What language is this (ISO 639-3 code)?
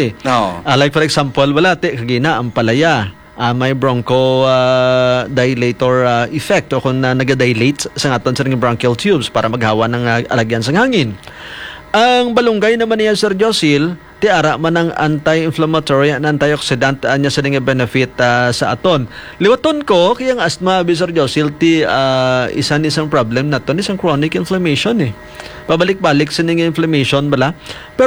hil